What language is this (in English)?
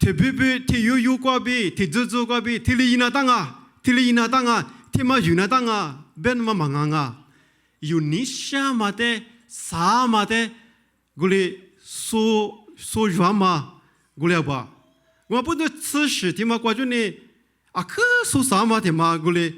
Lisu